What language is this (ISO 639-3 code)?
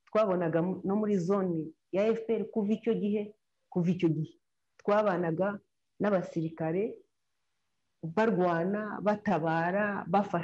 kin